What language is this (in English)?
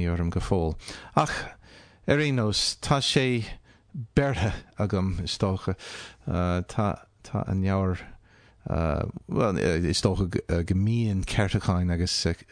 Irish